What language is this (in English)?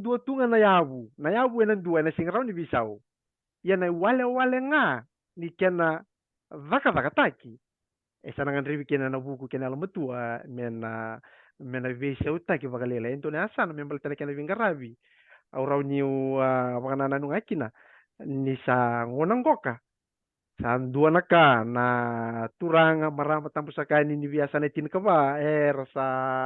Fijian